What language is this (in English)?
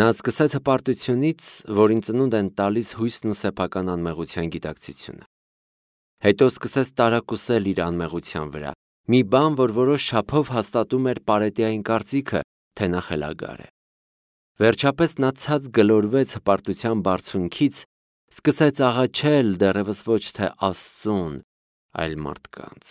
Armenian